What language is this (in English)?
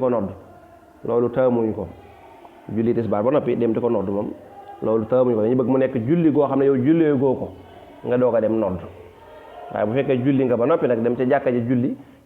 Wolof